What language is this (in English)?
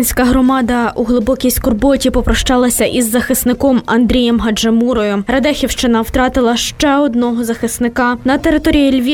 Ukrainian